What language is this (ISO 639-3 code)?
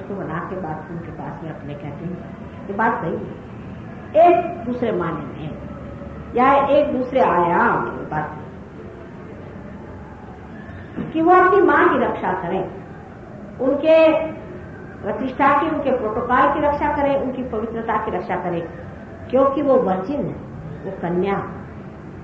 hin